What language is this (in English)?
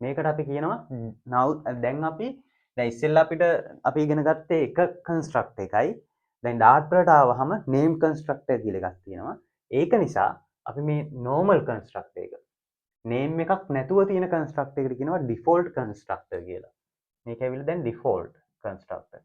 Sinhala